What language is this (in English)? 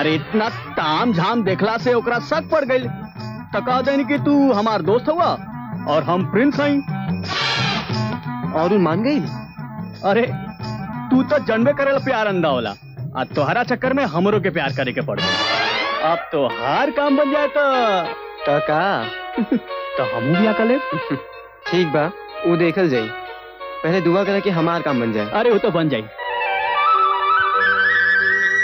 Bhojpuri